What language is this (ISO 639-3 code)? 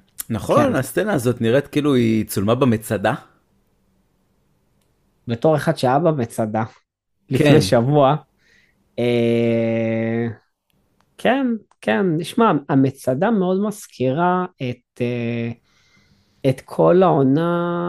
heb